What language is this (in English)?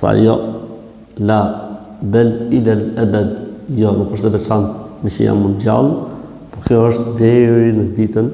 Albanian